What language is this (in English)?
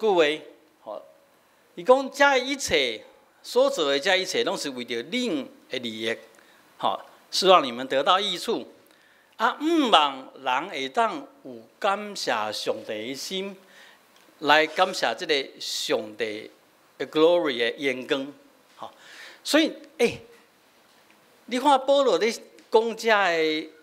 Min Nan Chinese